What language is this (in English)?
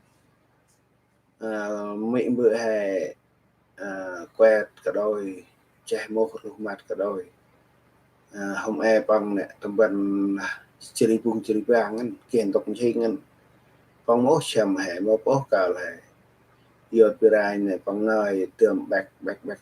Central Mnong